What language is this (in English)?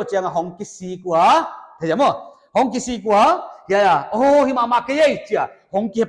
Paite Chin